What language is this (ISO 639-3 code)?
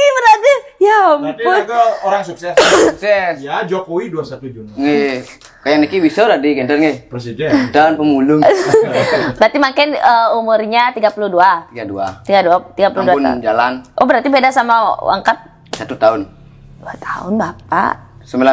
ban